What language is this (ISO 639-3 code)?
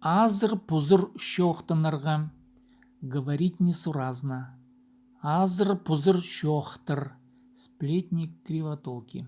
kjh